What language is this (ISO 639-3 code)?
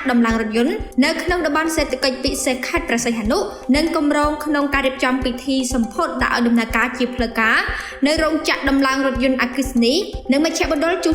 khm